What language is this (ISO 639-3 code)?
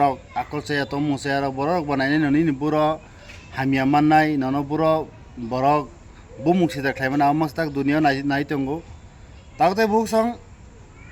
trp